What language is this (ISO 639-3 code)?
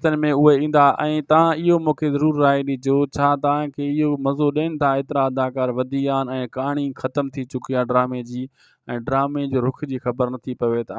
snd